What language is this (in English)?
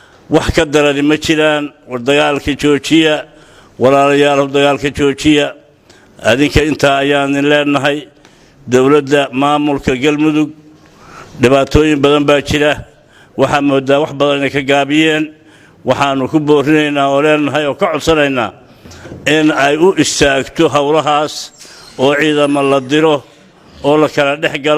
Somali